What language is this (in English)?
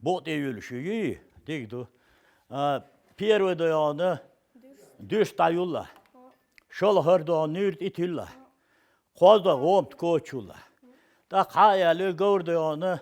Chechen